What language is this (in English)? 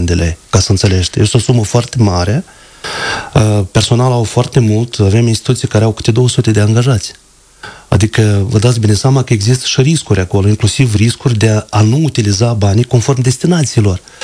Romanian